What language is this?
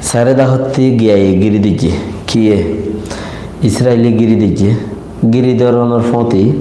Rohingya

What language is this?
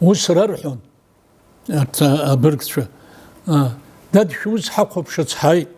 Abkhazian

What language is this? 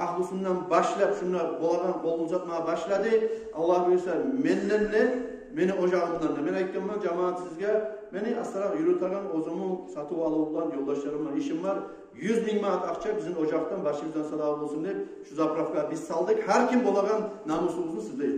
Kumyk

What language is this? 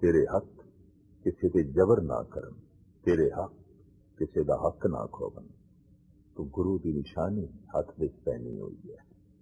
Punjabi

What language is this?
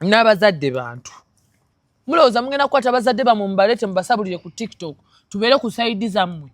Ganda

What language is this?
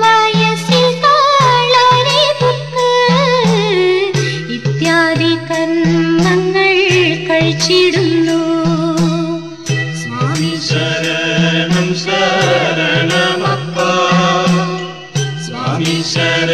Malayalam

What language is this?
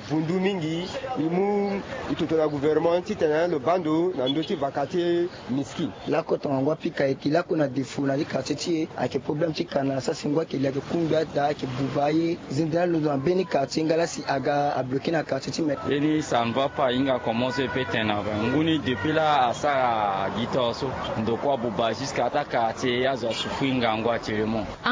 Sango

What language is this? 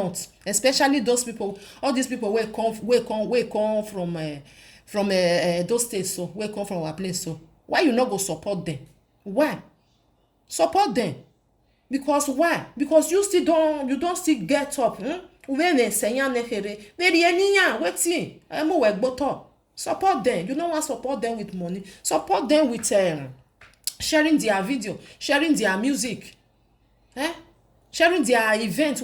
Nigerian Pidgin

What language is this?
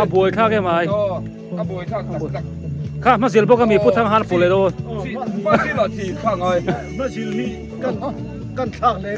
Biete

